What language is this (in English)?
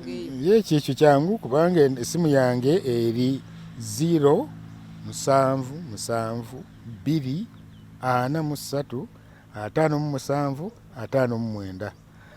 Ganda